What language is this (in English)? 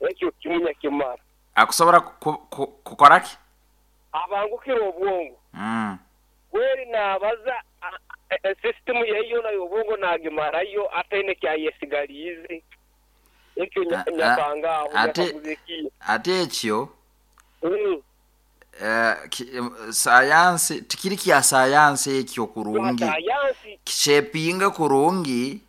Nyoro